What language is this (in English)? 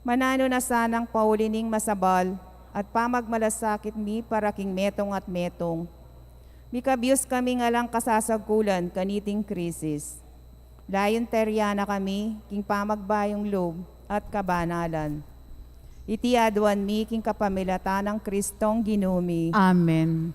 Pampanga